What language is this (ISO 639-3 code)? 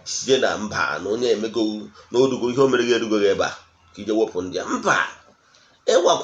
ibo